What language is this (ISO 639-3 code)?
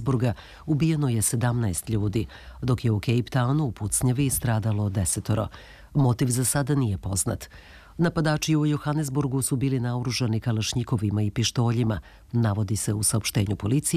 srp